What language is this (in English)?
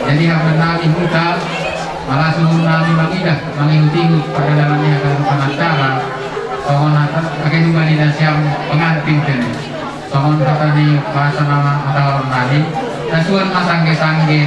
Batak Simalungun